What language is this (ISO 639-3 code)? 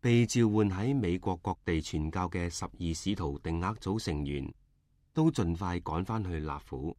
yue